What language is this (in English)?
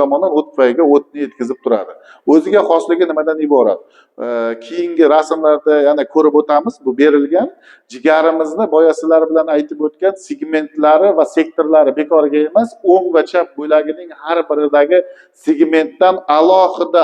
Uzbek